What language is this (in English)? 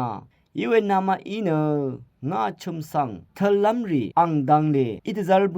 Rawang